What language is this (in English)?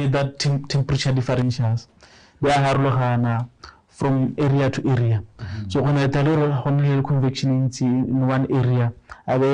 Tswana